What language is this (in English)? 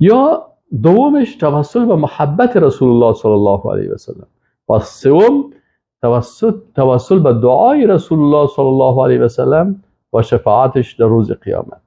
Persian